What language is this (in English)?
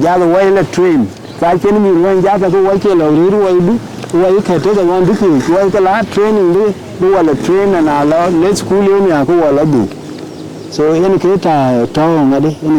Dinka